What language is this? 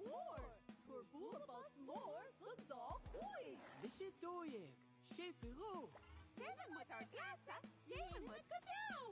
Irish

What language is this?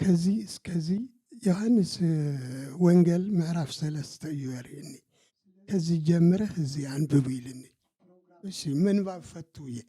Tigrinya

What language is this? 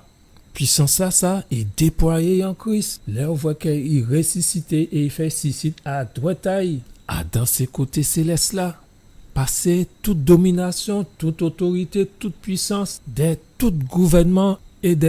Guadeloupean Creole French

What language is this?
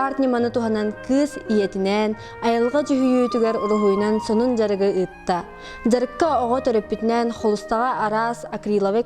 Yakut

